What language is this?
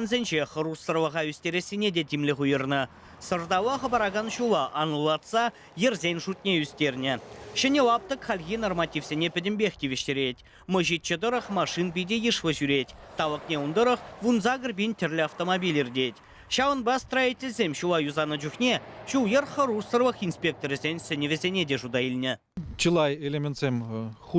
Chuvash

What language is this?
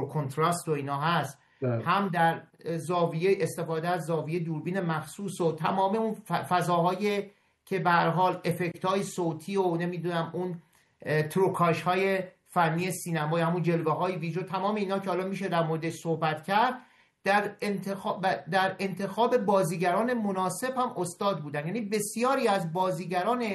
Persian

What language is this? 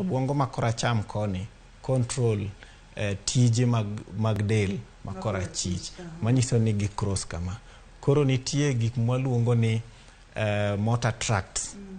Luo (Kenya and Tanzania)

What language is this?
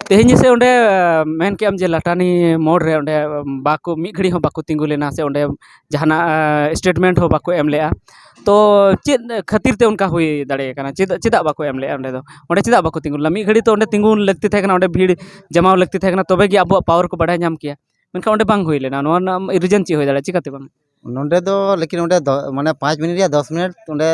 Santali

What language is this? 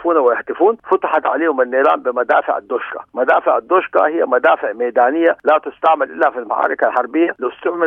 Sudanese Arabic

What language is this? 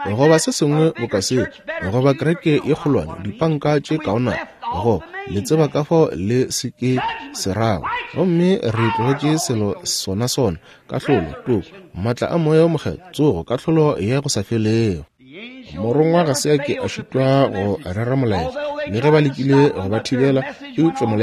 Northern Sotho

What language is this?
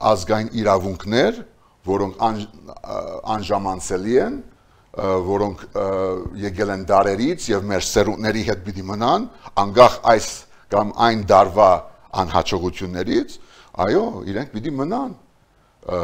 Armenian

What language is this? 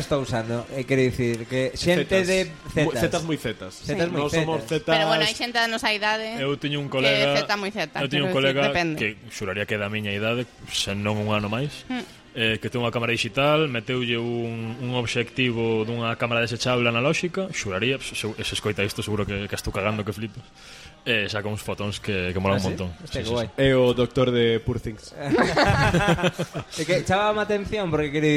Galician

